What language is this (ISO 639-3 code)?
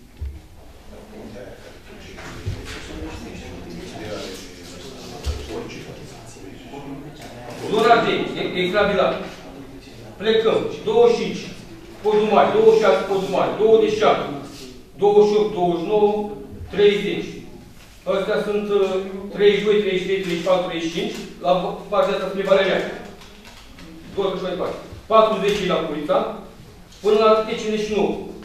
ron